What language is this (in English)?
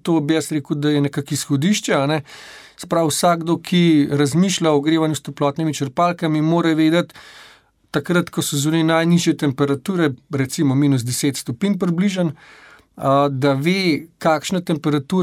Slovenian